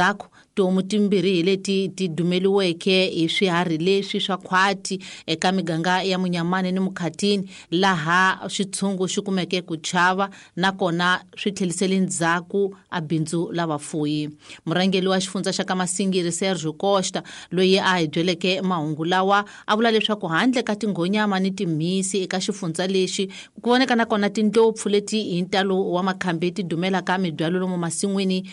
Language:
Tsonga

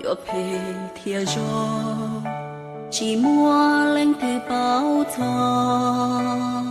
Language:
Hmong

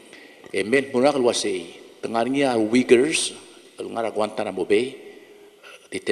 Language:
Palauan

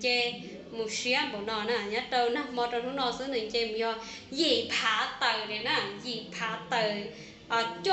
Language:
Hmong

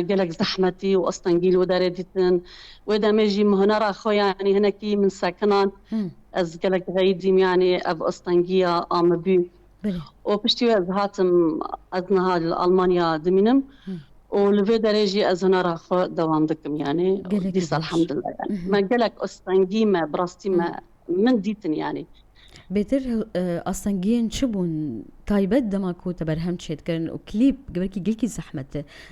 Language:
Kurdish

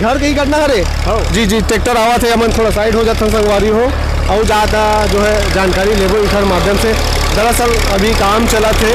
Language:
Chhattisgarhi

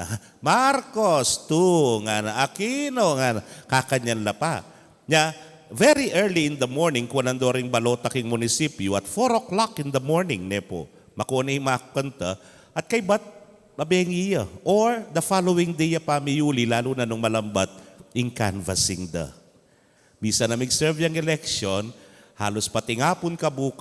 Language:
Pampanga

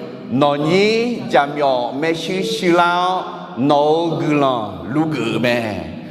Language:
Akha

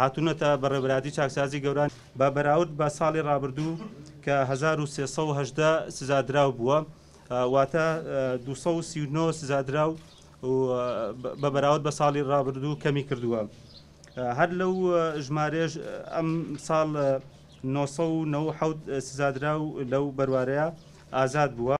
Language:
Central Kurdish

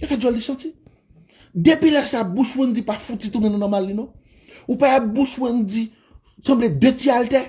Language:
Haitian Creole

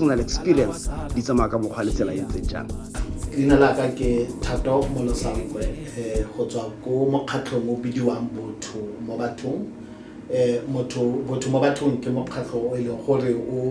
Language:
Tswana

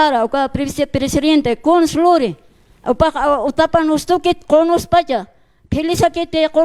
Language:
Aymara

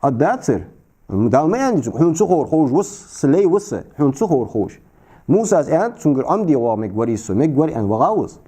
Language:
Ingush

